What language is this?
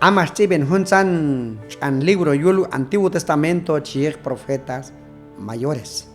Q'anjob'al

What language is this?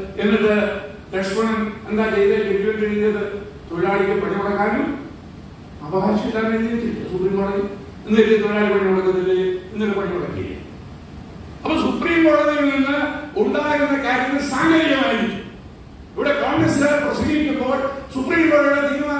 Malayalam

